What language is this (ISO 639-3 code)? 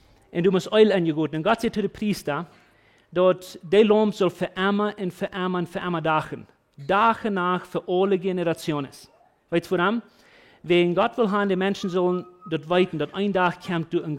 pdt